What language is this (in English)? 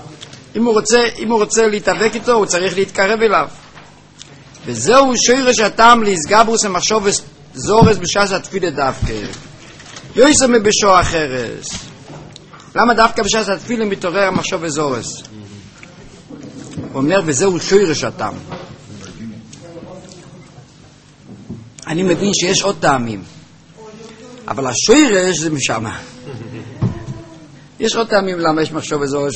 Hebrew